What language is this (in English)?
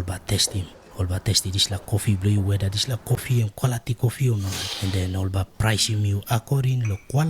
Tok Pisin